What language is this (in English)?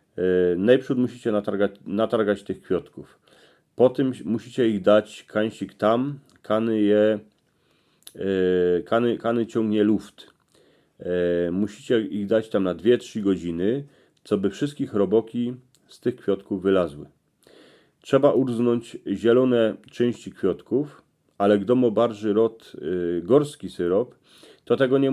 Silesian